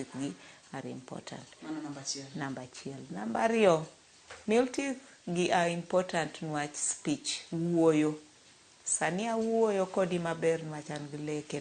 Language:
Luo (Kenya and Tanzania)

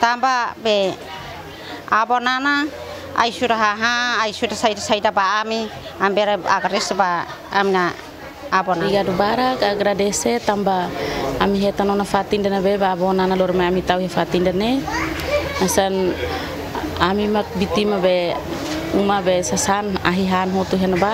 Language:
Tetum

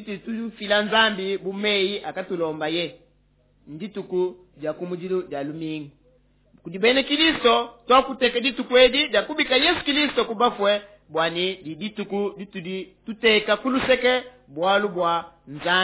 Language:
Luba-Lulua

